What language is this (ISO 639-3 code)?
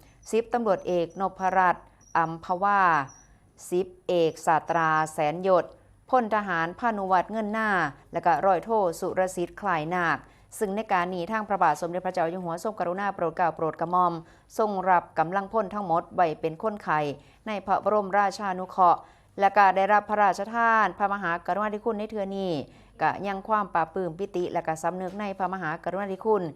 tts